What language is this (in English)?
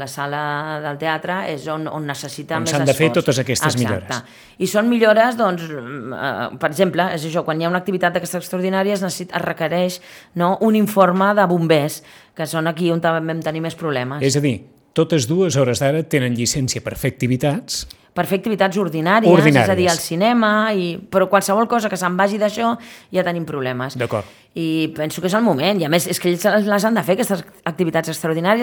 Catalan